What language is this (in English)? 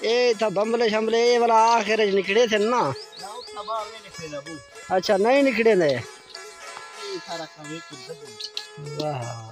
Saraiki